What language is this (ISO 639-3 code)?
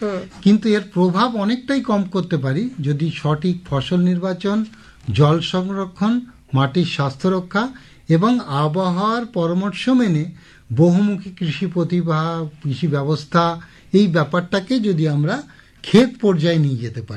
ben